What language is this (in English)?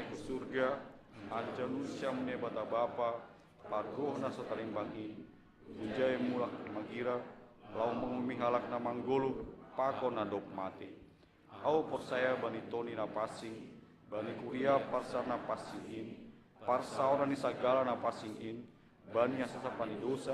Batak Simalungun